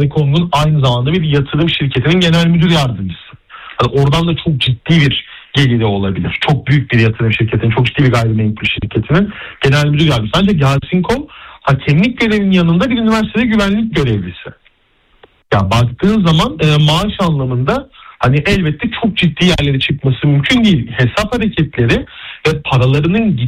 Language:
Turkish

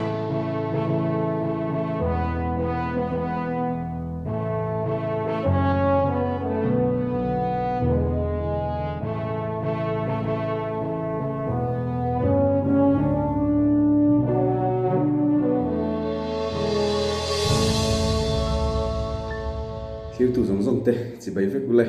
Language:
Mizo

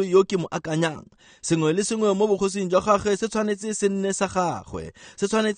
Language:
Tswana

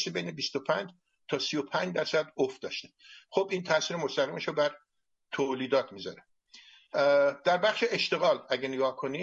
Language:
Persian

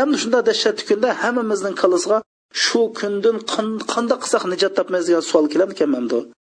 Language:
Uyghur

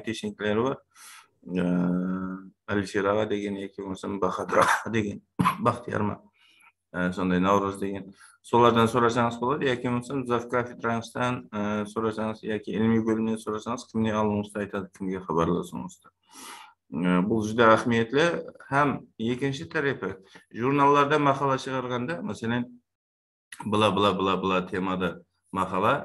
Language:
Kara-Kalpak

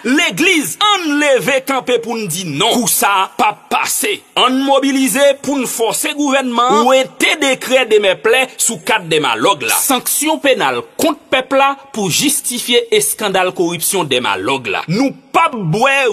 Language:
Haitian Creole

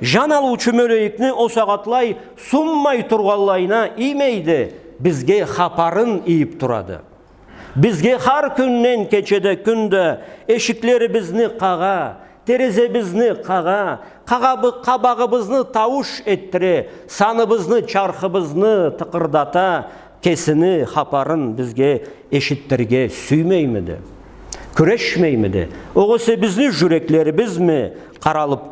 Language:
Karachay-Balkar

